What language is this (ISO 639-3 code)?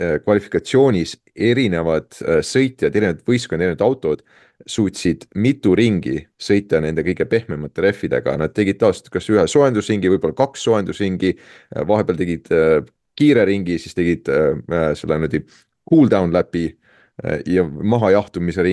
est